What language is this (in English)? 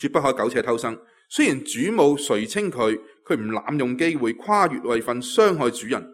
Cantonese